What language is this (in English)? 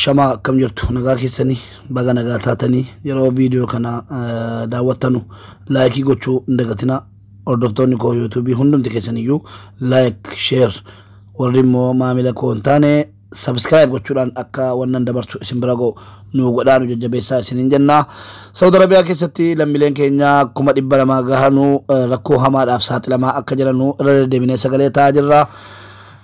Oromo